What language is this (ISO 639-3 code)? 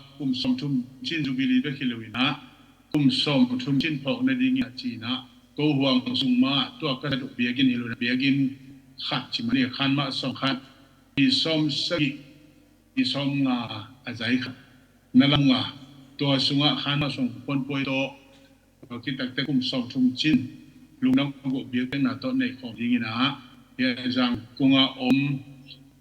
ctd